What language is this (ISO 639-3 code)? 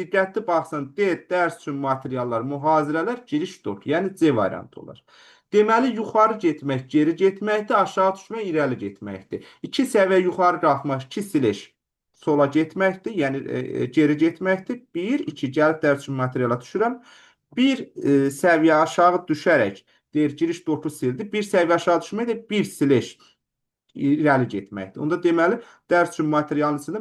aze